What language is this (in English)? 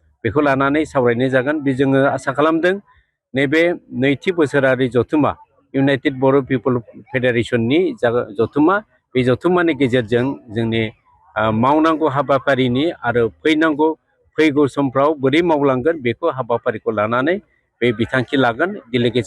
Bodo